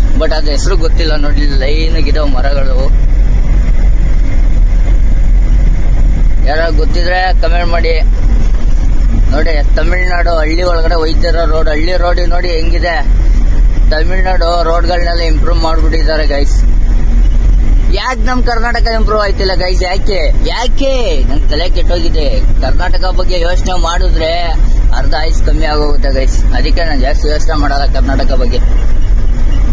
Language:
Kannada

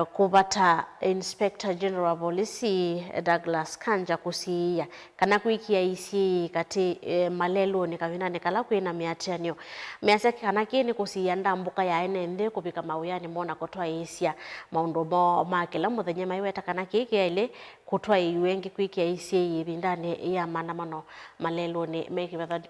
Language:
Kamba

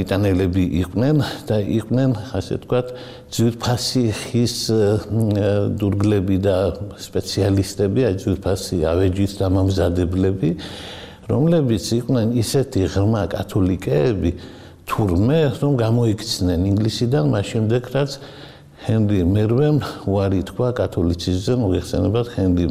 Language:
Georgian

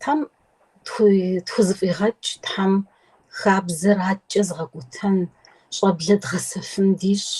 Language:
Kabardian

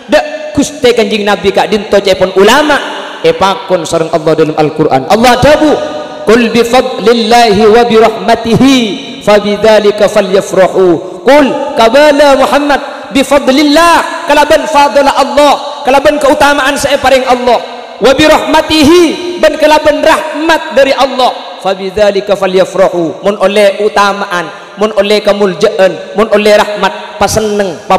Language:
Madurese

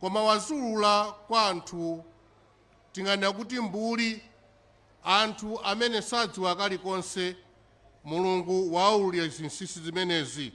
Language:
Nyanja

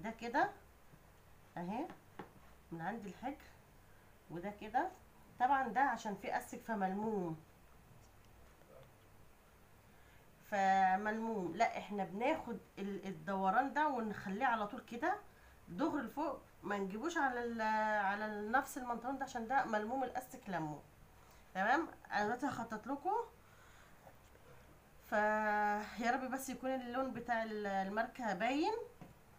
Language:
Egyptian Arabic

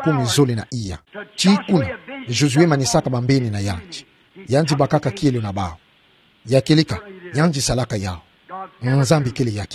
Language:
Kituba (Democratic Republic of Congo)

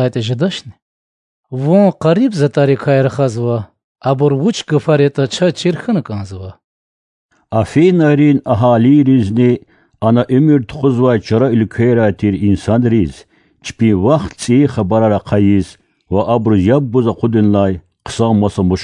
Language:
Lezghian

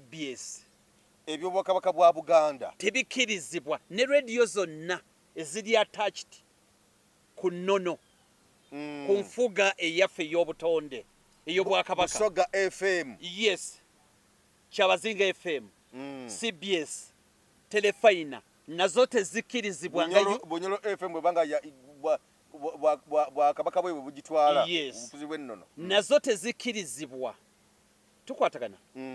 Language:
Ganda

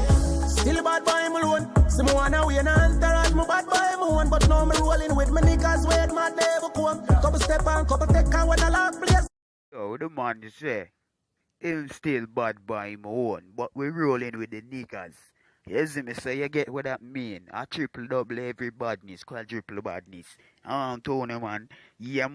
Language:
Jamaican Creole English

